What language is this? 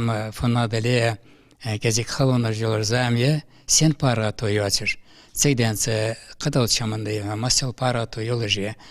Ingush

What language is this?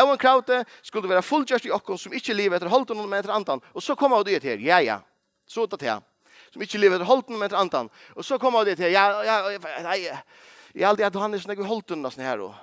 Faroese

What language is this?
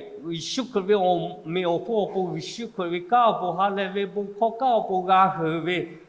Lahu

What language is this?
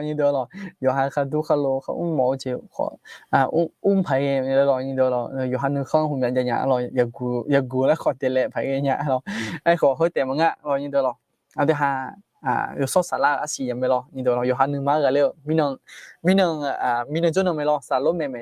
Akha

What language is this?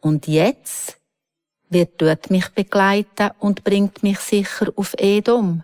Swiss German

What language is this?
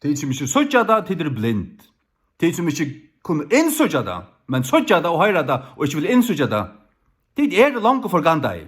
Faroese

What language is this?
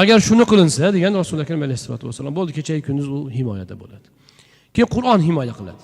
Uzbek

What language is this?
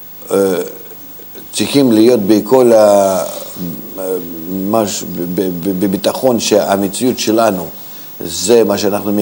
Hebrew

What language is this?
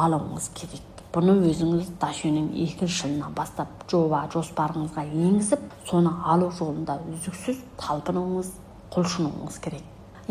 Kazakh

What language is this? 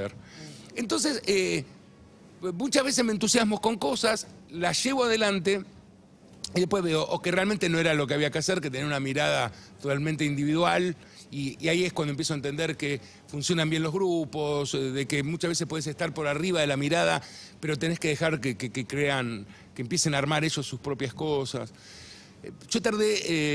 Spanish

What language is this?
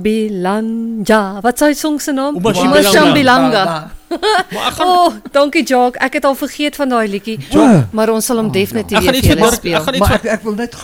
Afrikaans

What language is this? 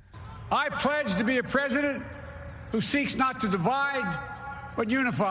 Burmese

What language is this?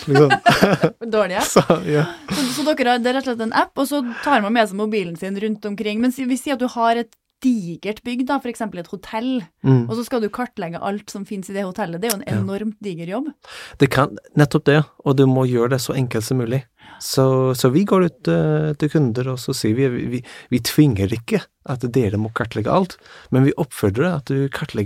Norwegian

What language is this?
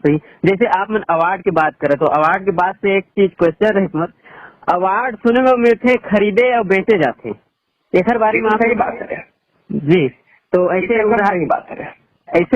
Chhattisgarhi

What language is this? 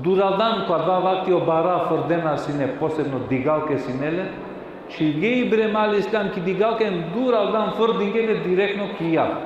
Balkan Romani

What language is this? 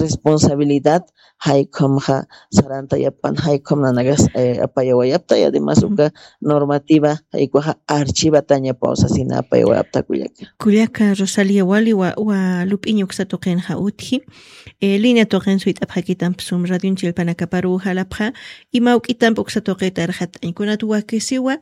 Aymara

